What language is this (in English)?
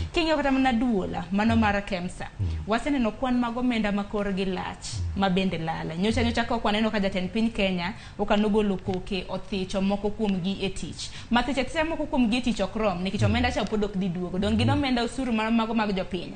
Luo (Kenya and Tanzania)